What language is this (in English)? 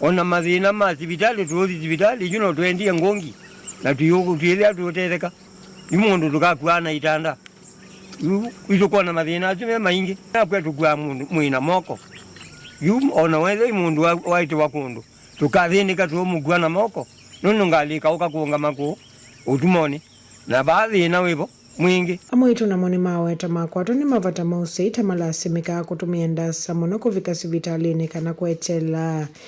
Kamba